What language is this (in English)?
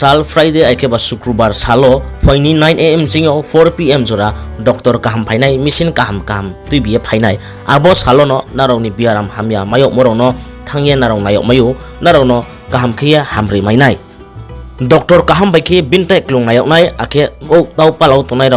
Riang (India)